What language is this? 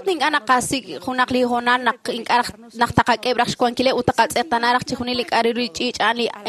Kekchí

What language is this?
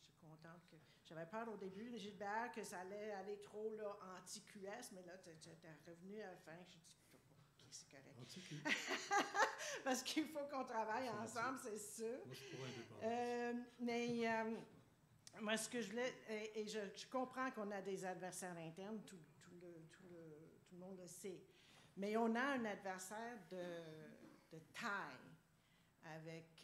French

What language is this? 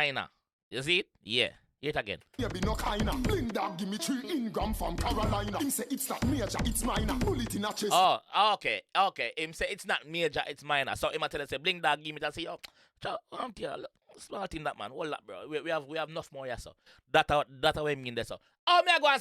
Jamaican Creole English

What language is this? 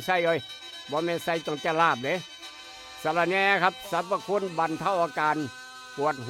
Northeastern Thai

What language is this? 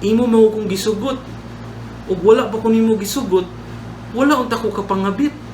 Cebuano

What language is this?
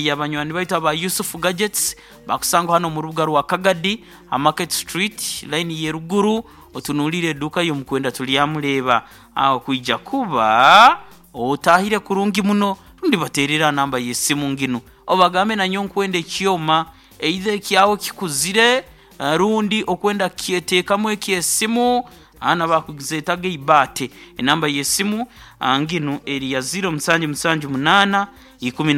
Nyoro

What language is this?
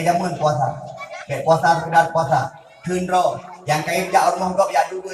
Achinese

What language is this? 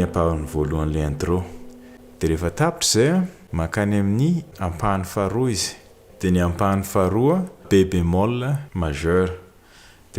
Malagasy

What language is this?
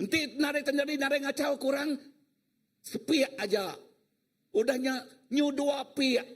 Iban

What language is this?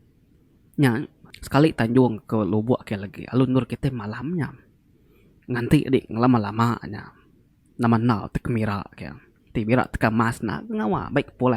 Iban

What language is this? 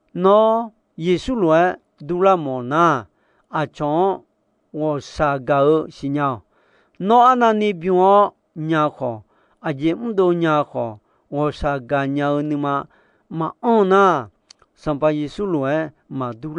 Akha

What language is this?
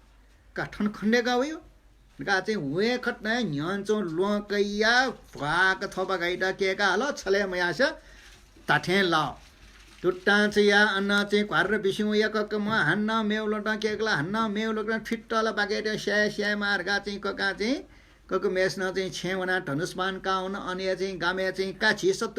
Newari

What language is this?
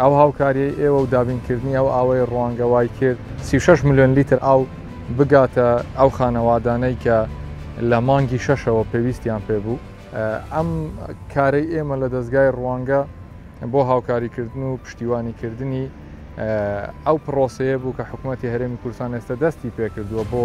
Central Kurdish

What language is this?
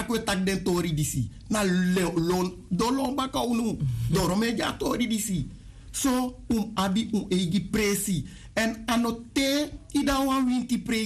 Sranan Tongo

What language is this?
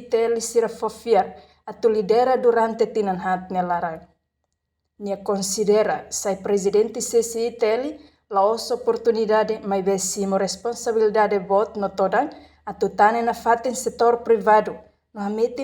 Tetum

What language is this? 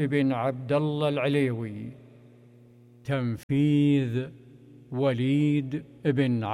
Arabic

